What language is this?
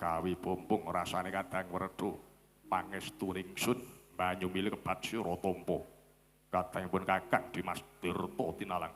Javanese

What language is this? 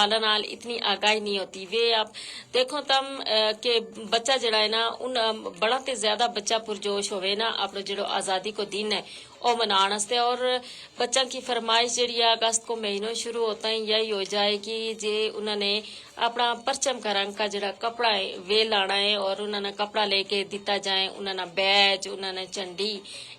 Gujari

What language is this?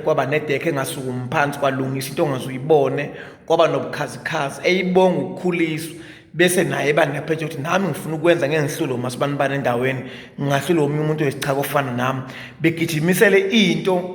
Zulu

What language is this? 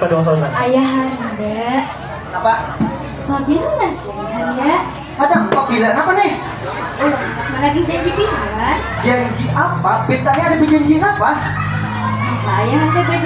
Banjar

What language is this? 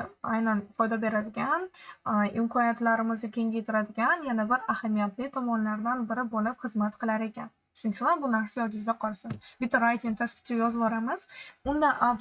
Uzbek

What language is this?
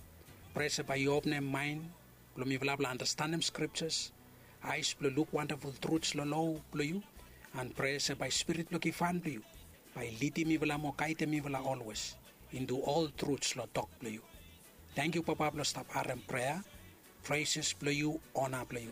Bislama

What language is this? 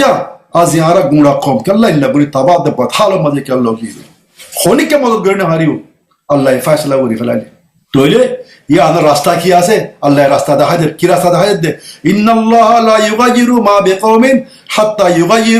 Rohingya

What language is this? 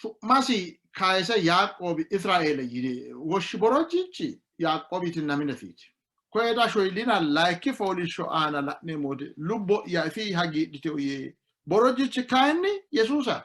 Sidamo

